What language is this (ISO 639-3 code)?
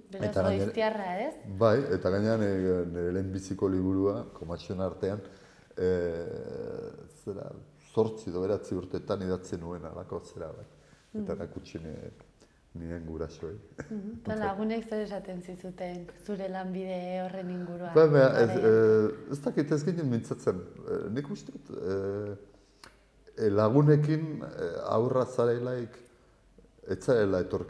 eus